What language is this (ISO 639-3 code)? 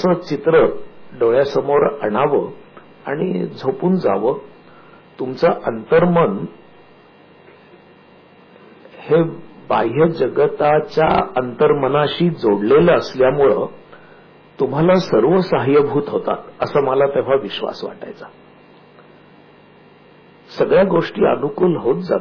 mar